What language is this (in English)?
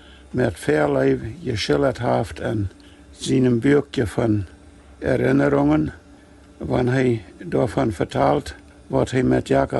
Plautdietsch